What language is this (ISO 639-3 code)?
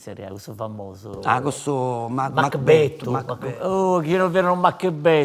srd